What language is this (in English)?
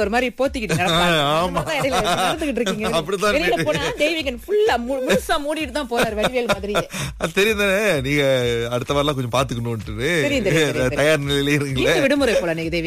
Tamil